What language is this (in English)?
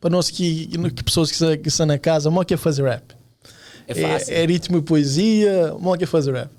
Kabuverdianu